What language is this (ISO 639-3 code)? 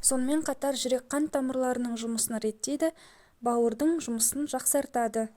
kaz